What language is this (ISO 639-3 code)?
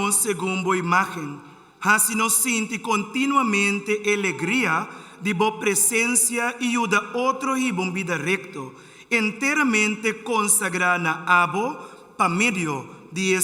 pap